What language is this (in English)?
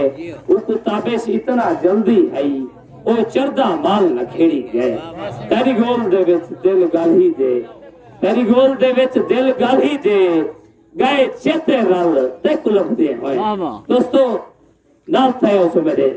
Saraiki